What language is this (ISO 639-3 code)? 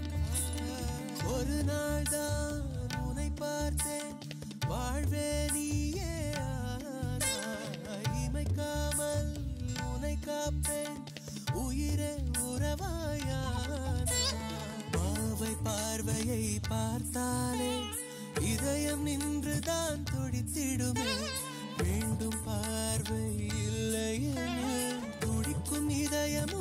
tam